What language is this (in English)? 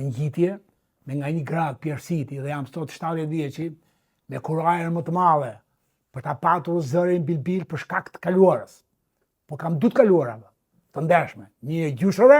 Albanian